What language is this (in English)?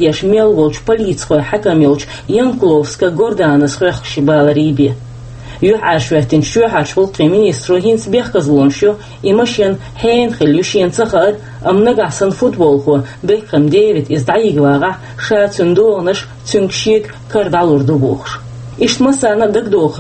Chechen